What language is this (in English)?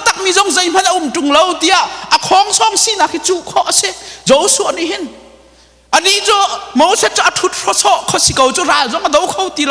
Hakha Chin